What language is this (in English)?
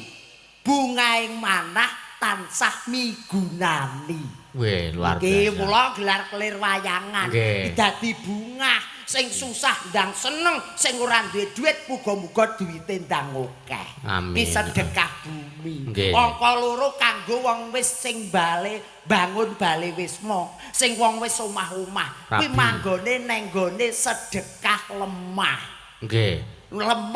Javanese